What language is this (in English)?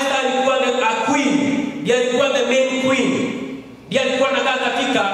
Swahili